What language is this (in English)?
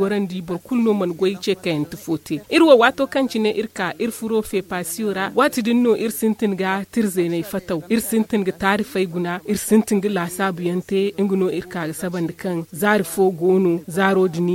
Zarma